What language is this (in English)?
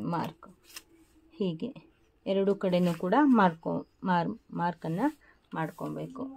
Kannada